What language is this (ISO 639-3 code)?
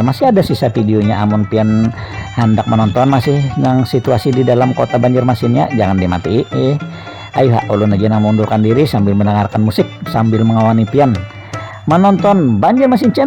bjn